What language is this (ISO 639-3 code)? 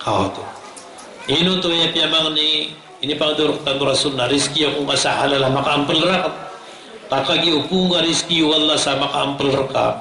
mrw